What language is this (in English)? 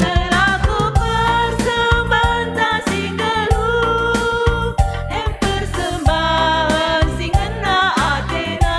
Batak Karo